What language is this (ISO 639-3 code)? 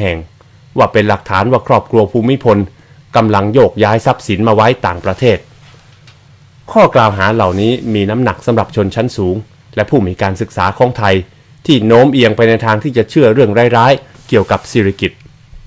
tha